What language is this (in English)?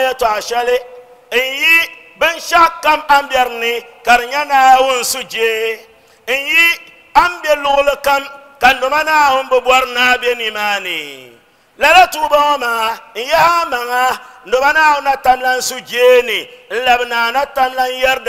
Dagbani